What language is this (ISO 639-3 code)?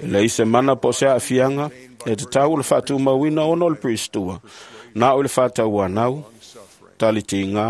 smo